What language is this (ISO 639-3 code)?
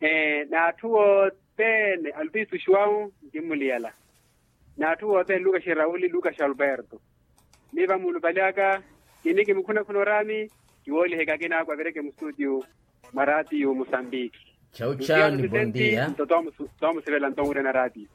vmw